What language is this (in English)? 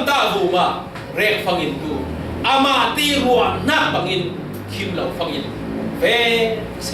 Falam Chin